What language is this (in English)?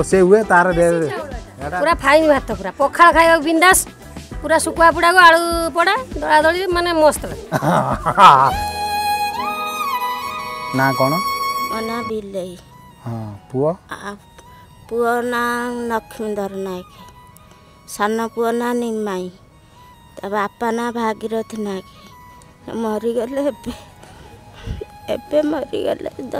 Odia